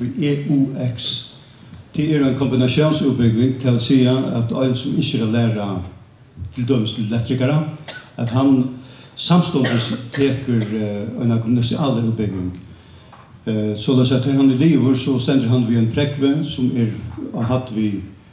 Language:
Faroese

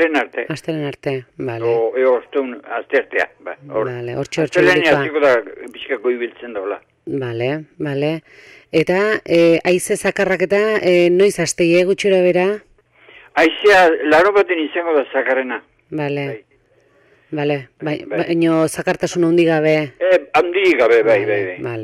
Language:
Basque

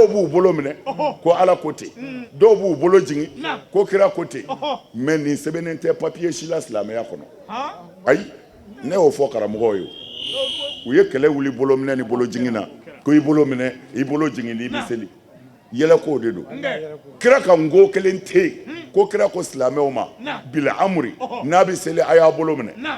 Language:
Bambara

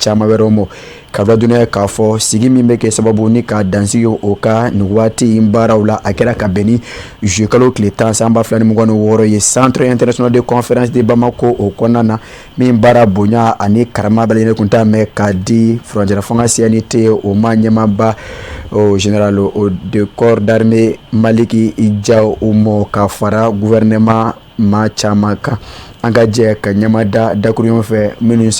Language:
Bambara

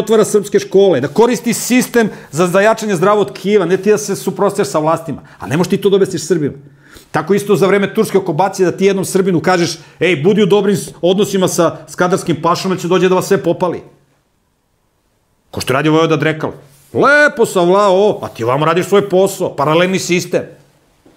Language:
Serbian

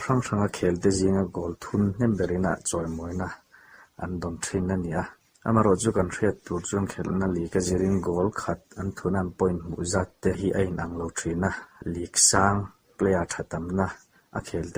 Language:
Mizo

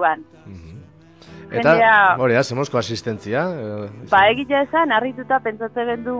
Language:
Basque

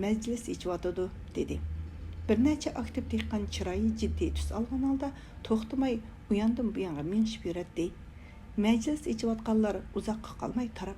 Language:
Uyghur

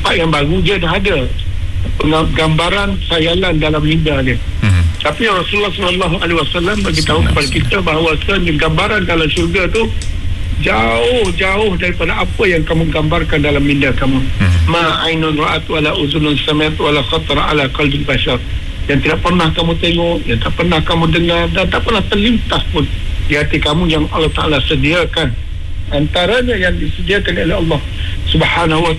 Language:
Malay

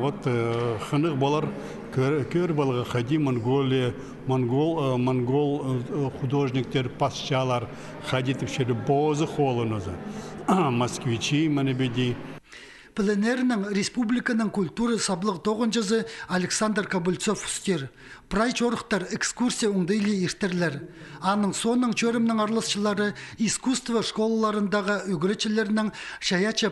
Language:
Khakas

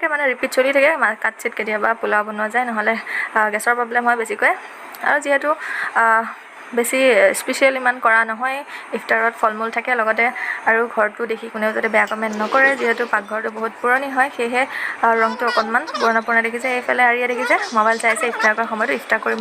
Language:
Assamese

